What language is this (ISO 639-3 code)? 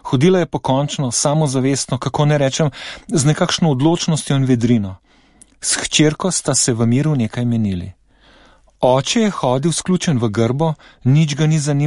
slv